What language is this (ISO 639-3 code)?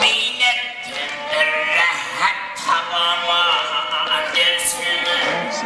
kaa